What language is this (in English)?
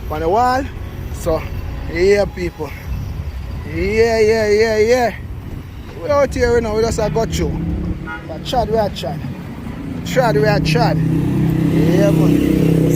Jamaican Creole English